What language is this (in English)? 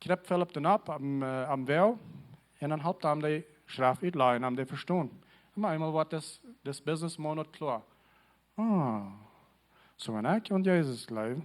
Plautdietsch